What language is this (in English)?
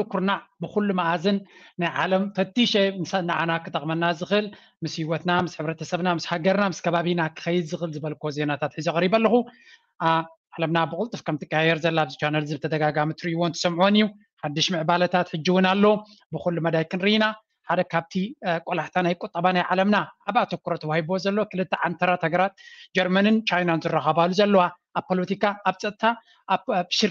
Tigrinya